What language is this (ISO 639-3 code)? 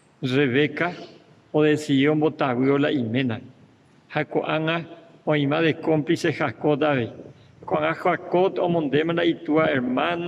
grn